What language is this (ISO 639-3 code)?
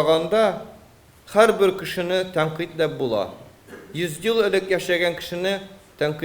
tat